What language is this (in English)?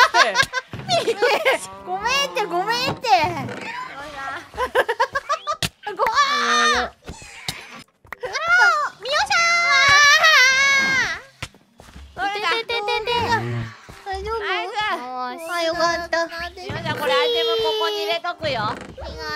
Japanese